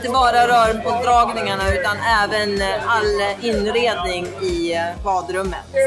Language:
Swedish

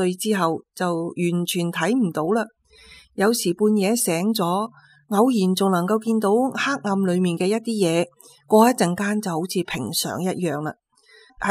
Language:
Cantonese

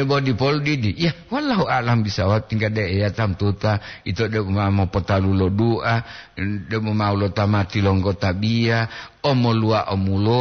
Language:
Gorontalo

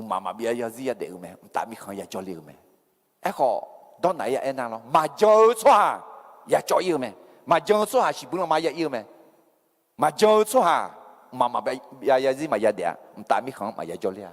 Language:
Akha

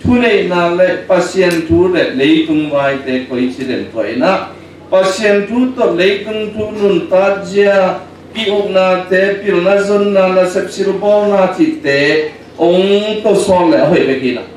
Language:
Tedim Chin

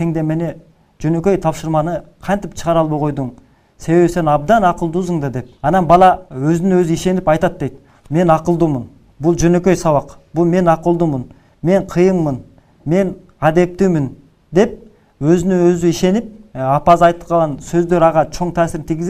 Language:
Kyrgyz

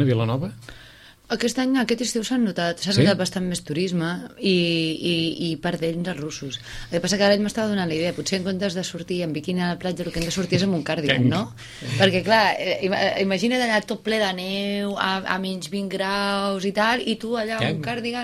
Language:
Catalan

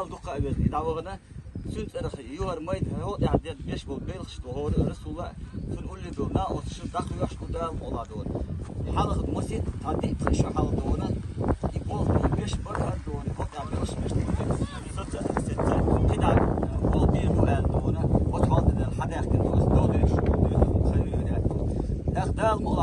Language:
Chechen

